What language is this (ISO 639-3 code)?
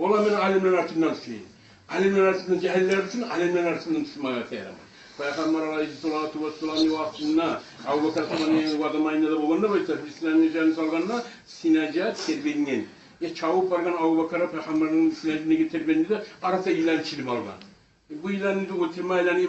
kum